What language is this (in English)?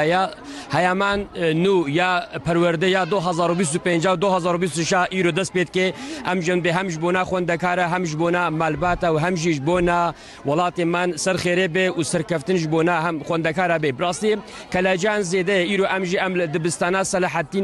Kurdish